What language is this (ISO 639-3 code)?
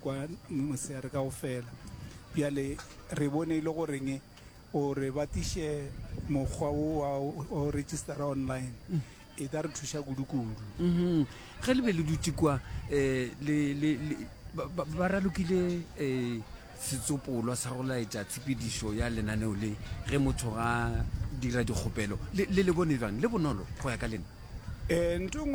nso